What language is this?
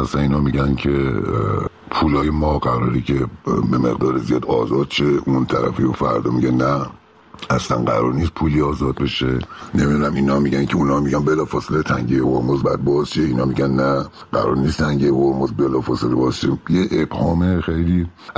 Persian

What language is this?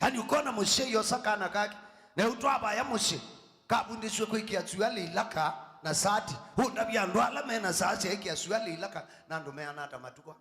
Kamba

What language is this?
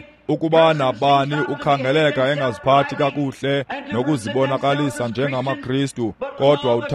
Xhosa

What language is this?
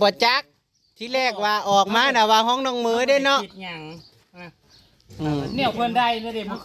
Northeastern Thai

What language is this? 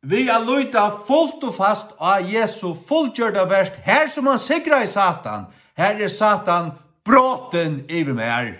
Faroese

